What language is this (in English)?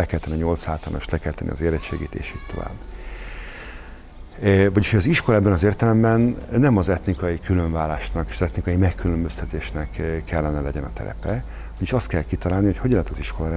Hungarian